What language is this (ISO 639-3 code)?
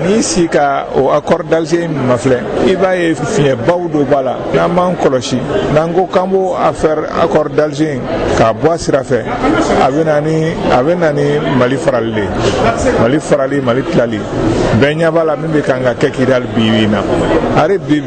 bam